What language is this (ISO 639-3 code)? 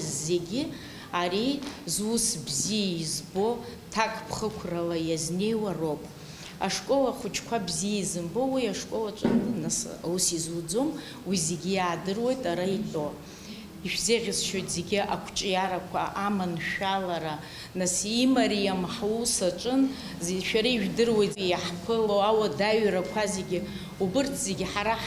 abk